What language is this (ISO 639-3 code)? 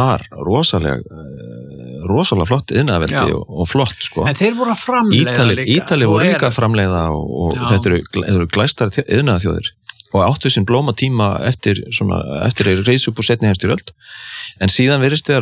isl